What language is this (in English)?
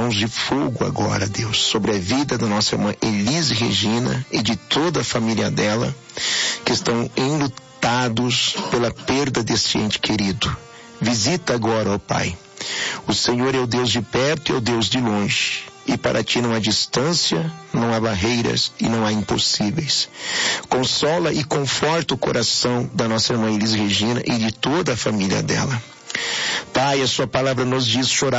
Portuguese